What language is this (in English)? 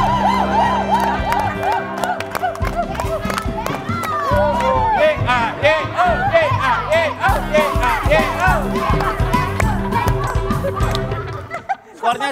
Indonesian